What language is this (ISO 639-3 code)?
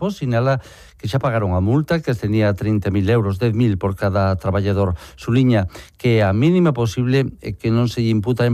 glg